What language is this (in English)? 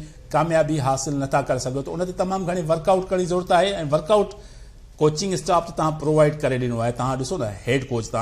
Sindhi